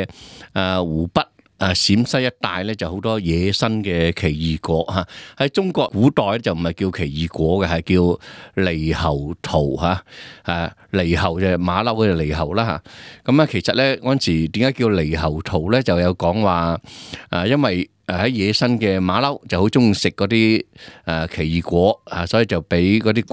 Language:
Cantonese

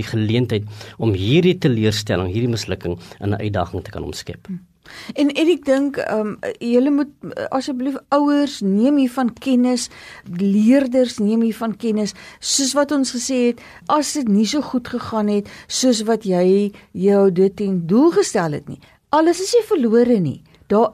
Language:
Afrikaans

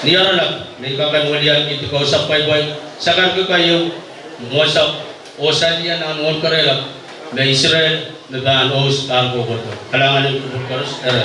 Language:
Pohnpeian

